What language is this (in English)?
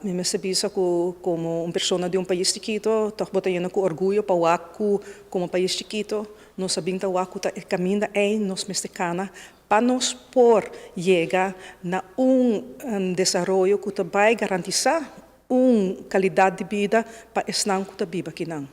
Papiamento